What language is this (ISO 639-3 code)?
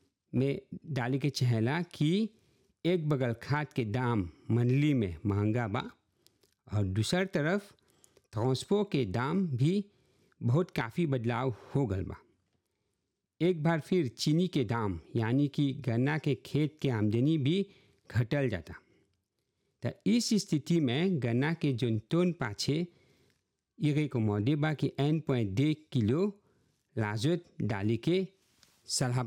bho